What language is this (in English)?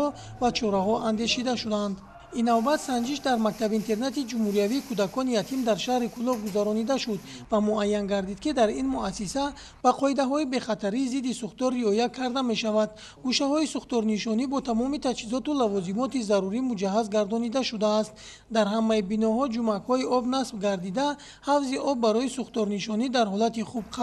Tajik